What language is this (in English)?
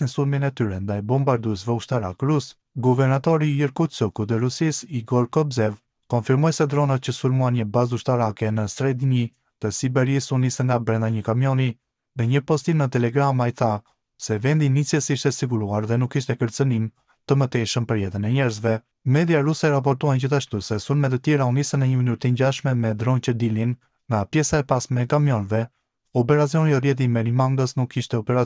Albanian